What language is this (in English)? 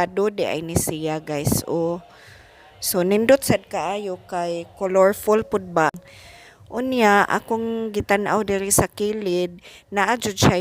Cebuano